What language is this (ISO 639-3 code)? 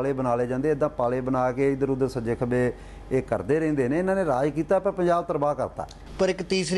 pan